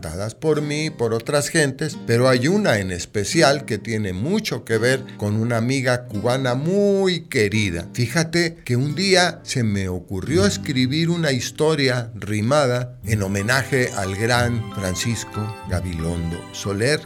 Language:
Spanish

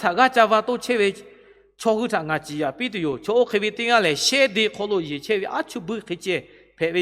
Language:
Lahu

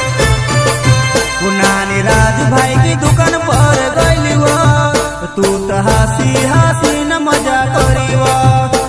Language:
Bhojpuri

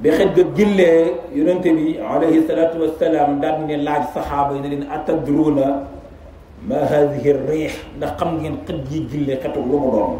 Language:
Wolof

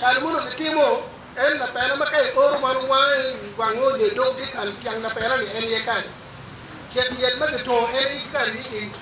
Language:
Acoli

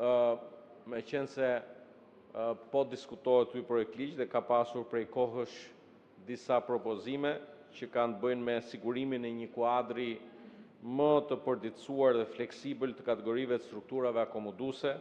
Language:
Albanian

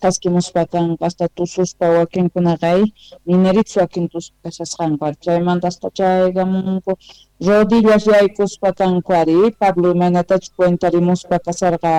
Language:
Quechua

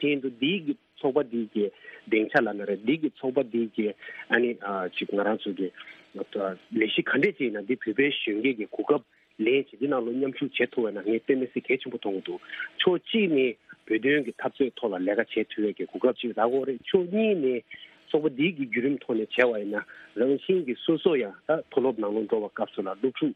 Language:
Tibetan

